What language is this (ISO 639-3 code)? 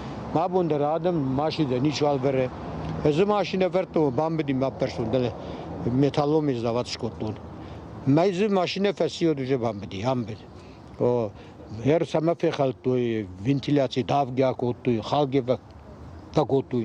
oss